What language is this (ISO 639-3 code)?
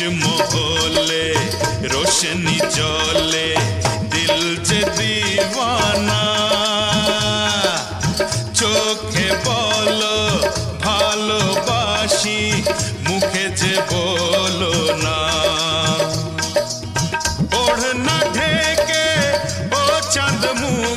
ben